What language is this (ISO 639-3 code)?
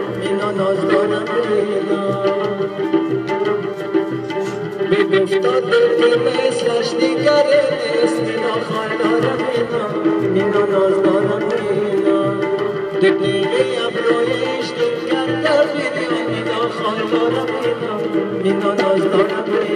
fas